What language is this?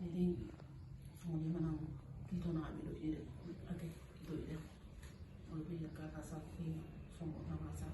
Batak Toba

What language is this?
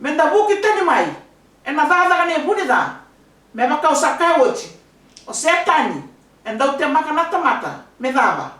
Fijian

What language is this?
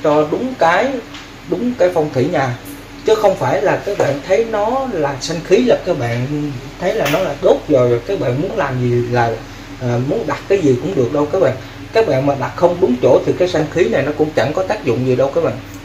Vietnamese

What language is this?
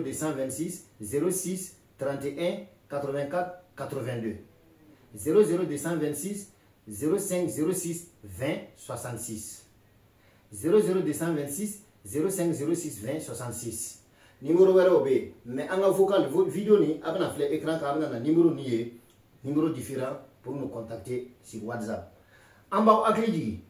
Bambara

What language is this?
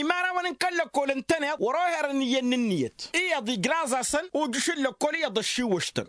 Tamasheq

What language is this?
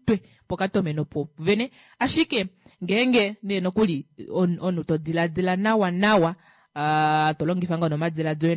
Kuanyama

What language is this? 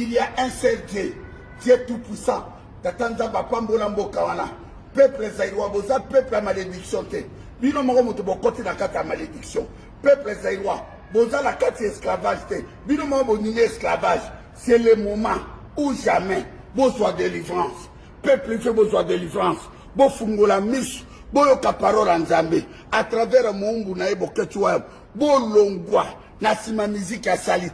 Lingala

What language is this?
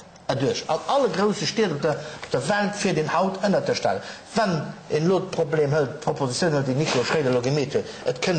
Luxembourgish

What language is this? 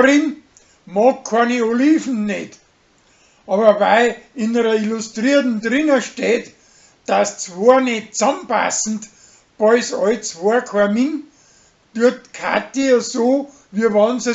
Bavarian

